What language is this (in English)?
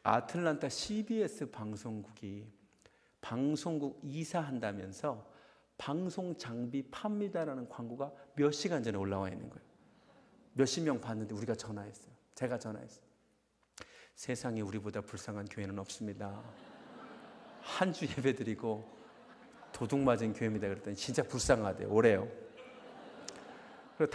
Korean